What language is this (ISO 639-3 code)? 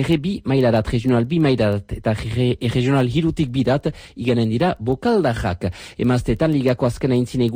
eus